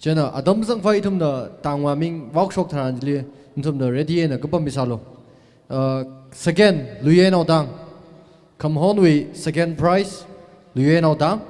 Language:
Tangkhul Naga (India)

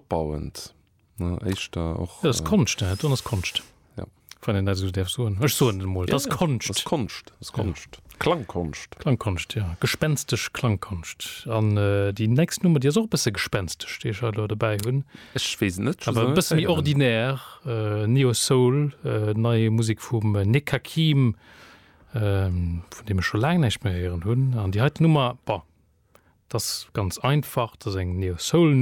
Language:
Luxembourgish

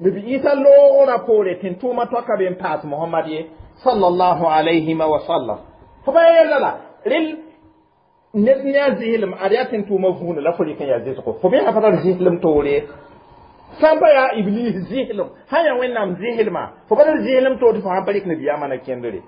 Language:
Mossi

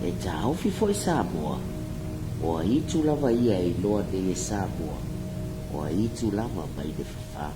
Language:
Samoan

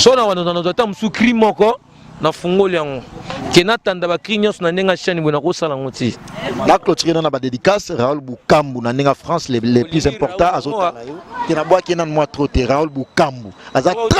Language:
Lingala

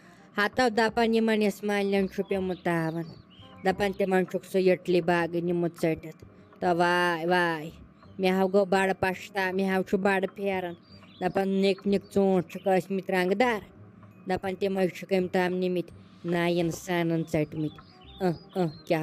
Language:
Kashmiri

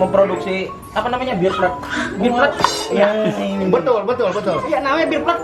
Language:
Betawi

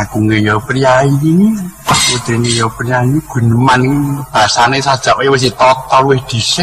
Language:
Javanese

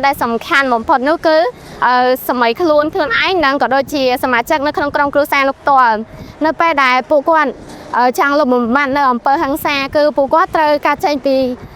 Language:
Khmer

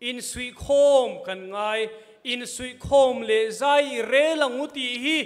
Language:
Falam Chin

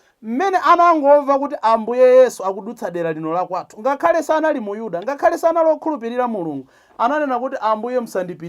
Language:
Nyanja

